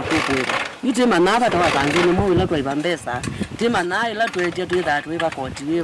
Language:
Kamba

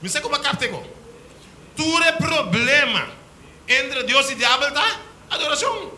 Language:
Papiamento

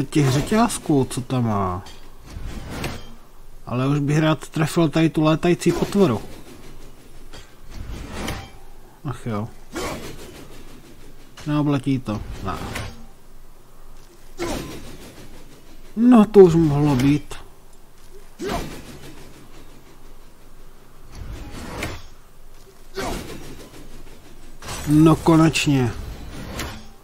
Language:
Czech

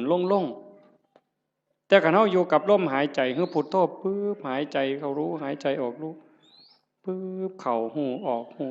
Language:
Northeastern Thai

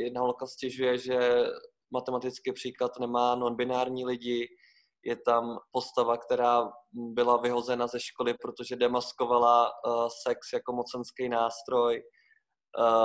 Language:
Czech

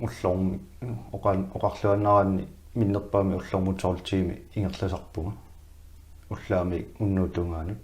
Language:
Kalaallisut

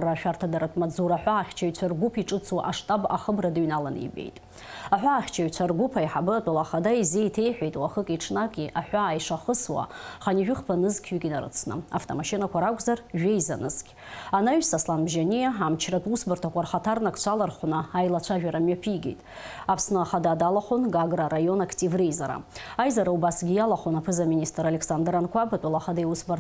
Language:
Abkhazian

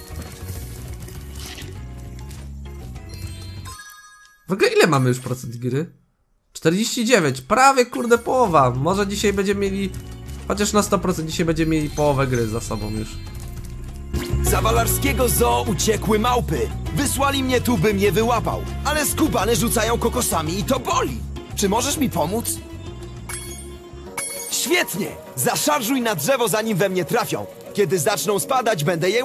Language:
Polish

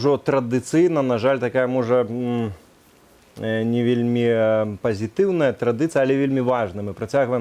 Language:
Belarusian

